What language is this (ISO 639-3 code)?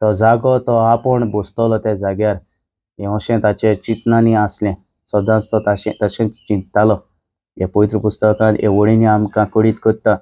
kok